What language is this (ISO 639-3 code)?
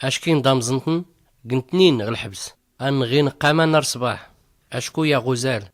shi